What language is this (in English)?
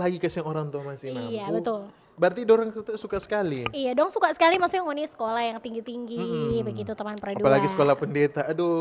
Manado Malay